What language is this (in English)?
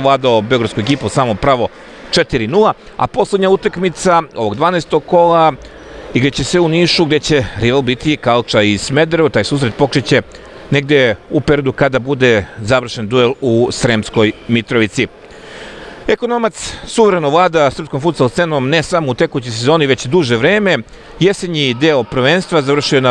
Serbian